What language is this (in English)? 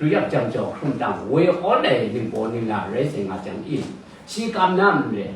Kachin